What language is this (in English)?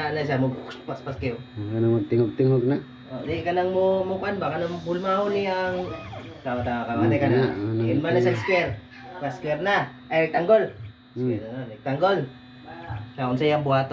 Cebuano